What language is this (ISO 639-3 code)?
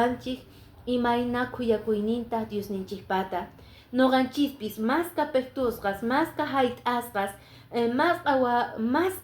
que